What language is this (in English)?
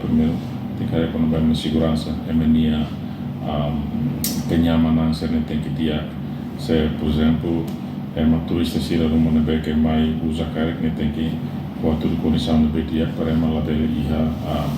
Tetum